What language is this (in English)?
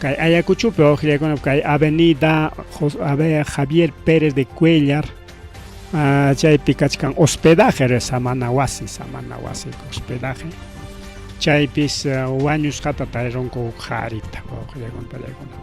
Ayacucho Quechua